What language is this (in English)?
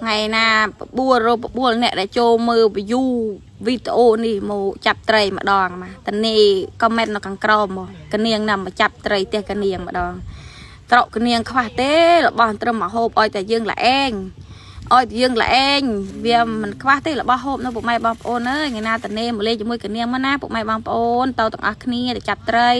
Khmer